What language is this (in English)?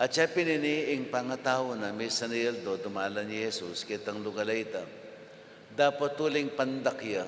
Pampanga